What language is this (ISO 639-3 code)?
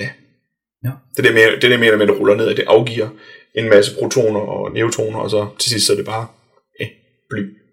dan